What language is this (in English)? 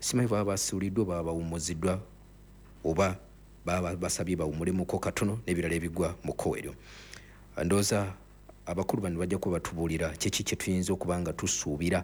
Ganda